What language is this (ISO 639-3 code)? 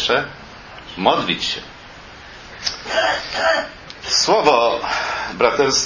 pol